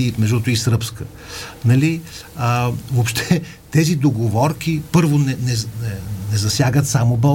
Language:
Bulgarian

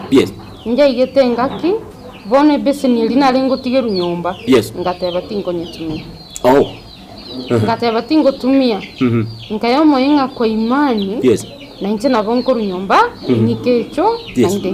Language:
Gusii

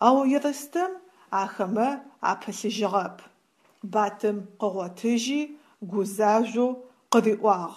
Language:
Adyghe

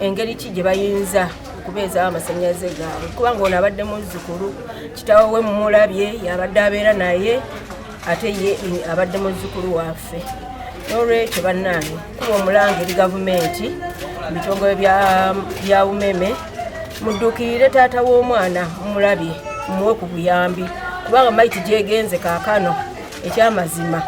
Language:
Ganda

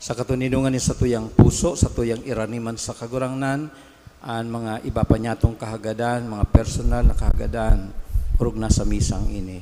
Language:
Bikol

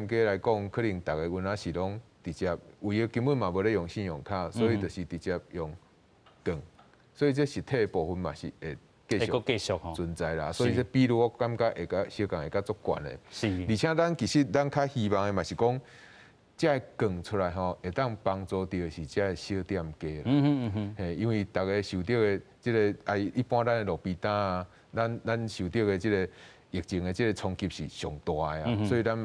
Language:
Min Nan Chinese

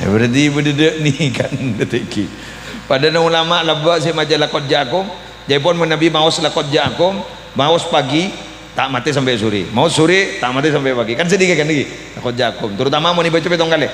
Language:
Madurese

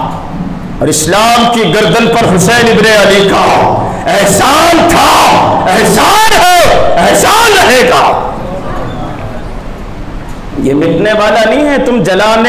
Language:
Urdu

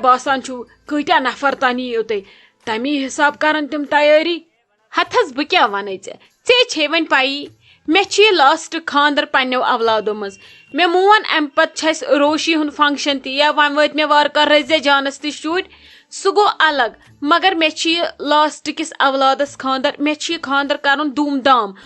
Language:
Kashmiri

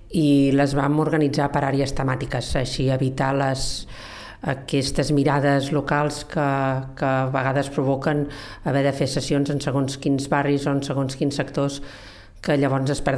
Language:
Catalan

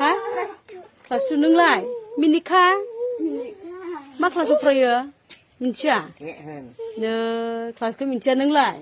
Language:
Bodo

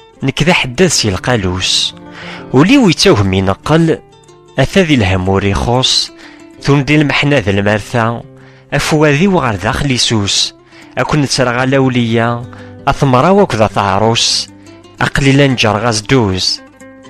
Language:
Kabyle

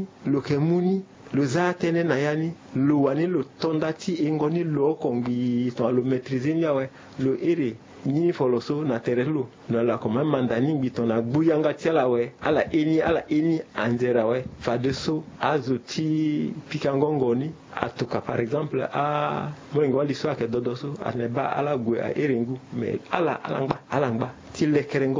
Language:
Sango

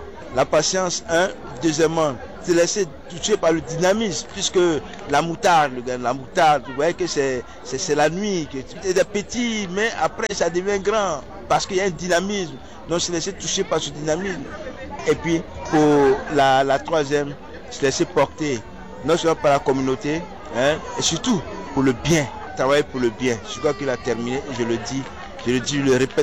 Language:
French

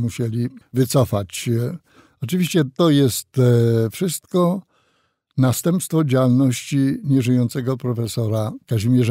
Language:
Polish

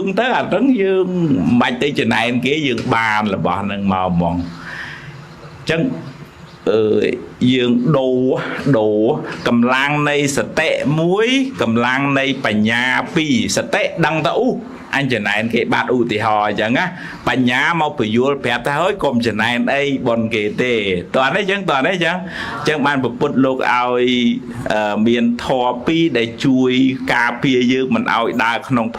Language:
Khmer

